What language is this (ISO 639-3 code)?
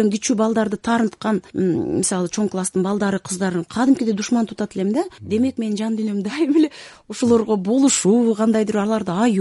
kir